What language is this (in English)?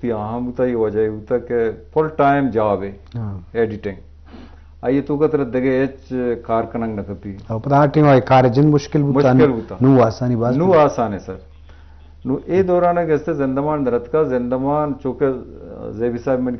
Eastern Balochi